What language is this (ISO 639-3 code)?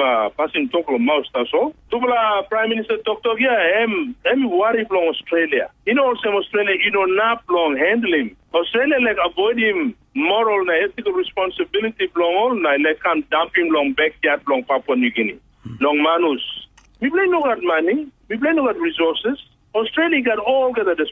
tpi